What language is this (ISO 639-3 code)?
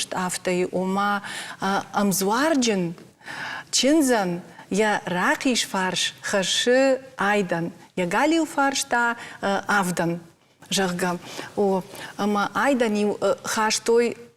oss